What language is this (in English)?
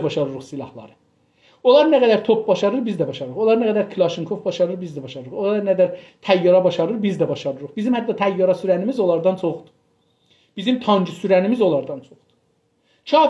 South Azerbaijani